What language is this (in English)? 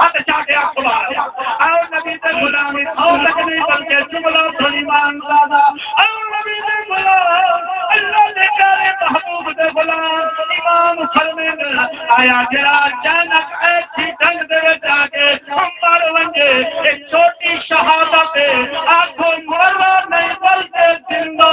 Saraiki